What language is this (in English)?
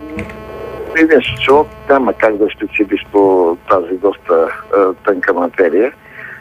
Bulgarian